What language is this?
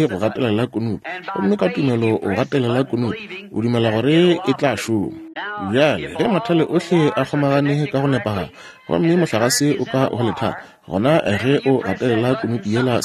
Northern Sotho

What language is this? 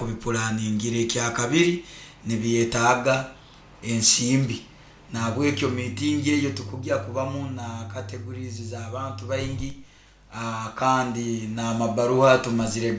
Nyoro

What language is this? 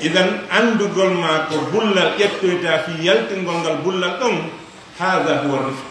Fula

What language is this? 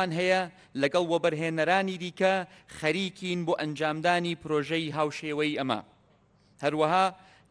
Central Kurdish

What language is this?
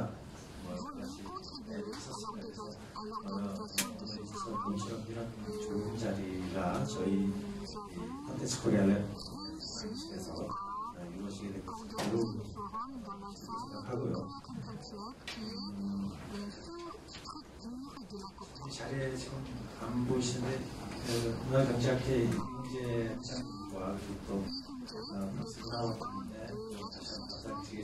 Korean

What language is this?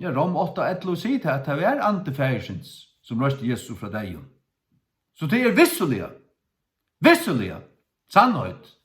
Faroese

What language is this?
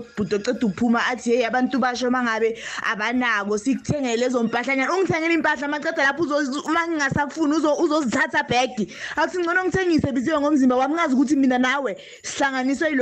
South Ndebele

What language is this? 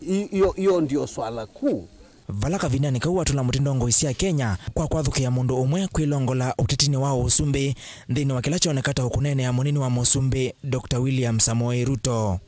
Kamba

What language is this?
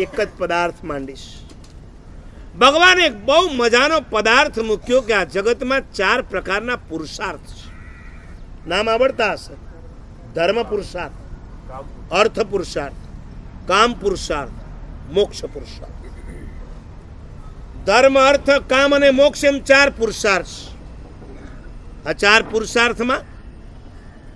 Gujarati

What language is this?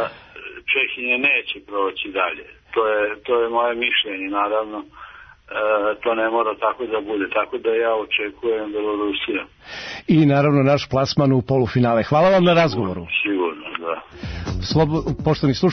Serbian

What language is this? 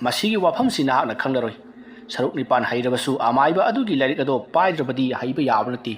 Manipuri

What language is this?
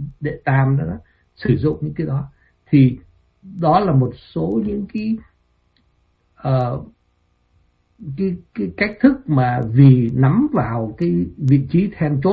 Vietnamese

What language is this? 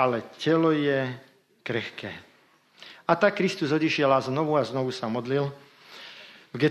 Slovak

